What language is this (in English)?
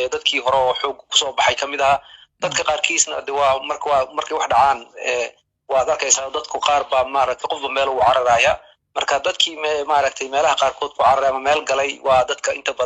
Somali